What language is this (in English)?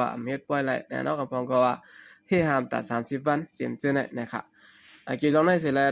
Shan